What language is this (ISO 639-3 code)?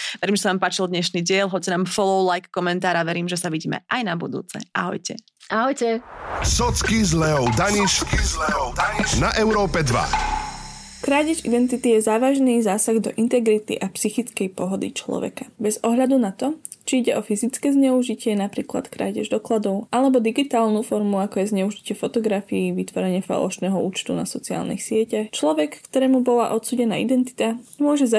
slk